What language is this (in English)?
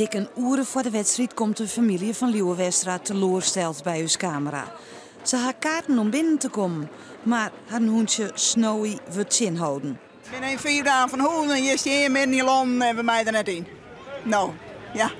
Western Frisian